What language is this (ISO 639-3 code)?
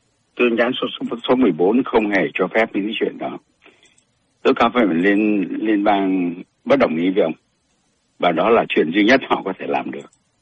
vie